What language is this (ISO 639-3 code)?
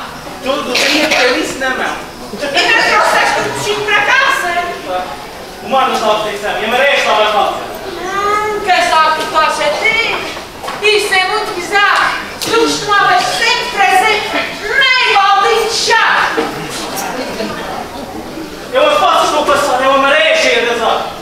por